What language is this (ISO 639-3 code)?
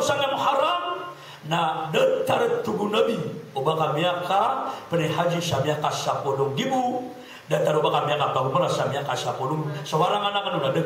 mrw